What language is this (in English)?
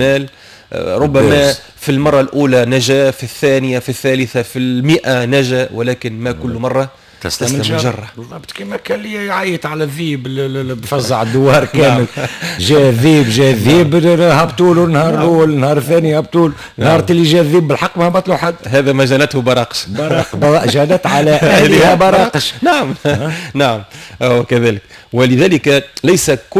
Tunisian Arabic